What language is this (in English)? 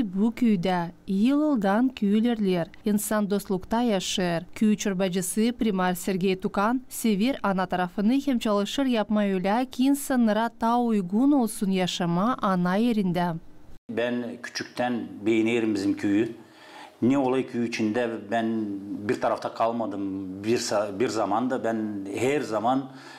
Gagauz